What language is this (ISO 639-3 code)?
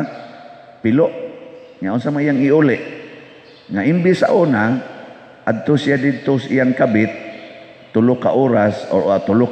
ceb